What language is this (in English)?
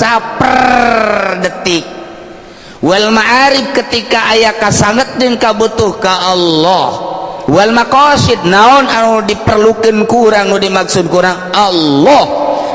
Sundanese